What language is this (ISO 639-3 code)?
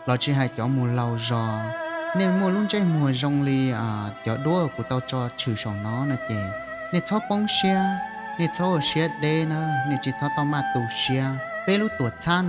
hmn